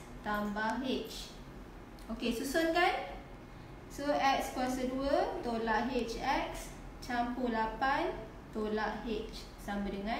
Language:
Malay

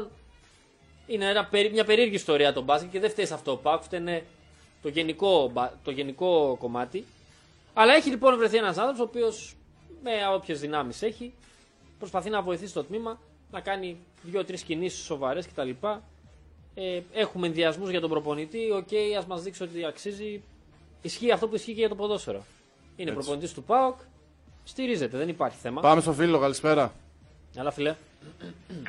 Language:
Greek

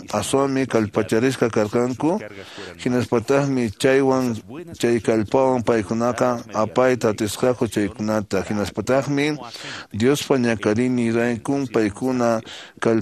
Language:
Quechua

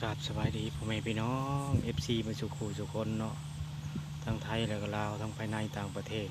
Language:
Northeastern Thai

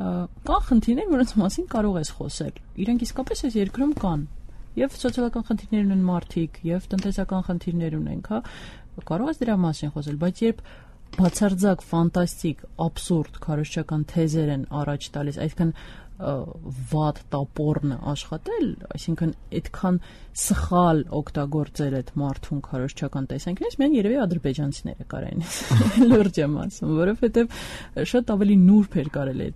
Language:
Armenian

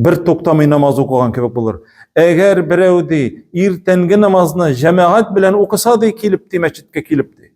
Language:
Tatar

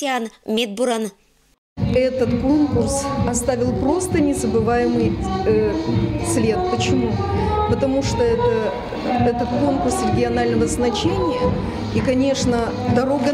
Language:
Komi-Permyak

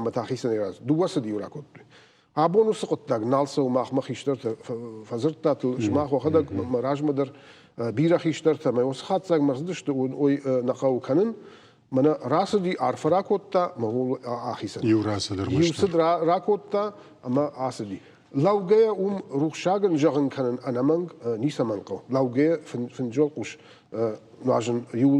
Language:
Ossetic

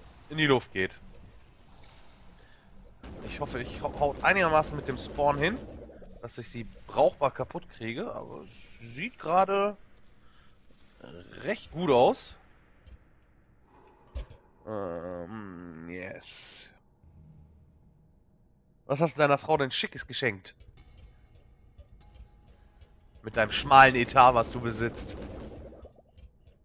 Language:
German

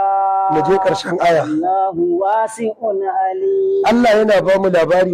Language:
Hausa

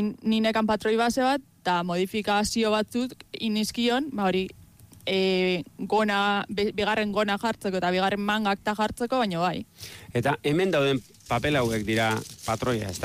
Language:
Basque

